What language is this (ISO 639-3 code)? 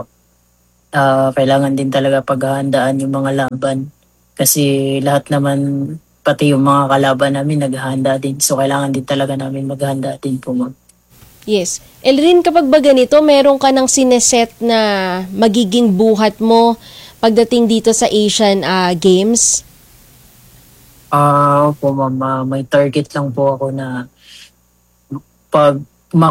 fil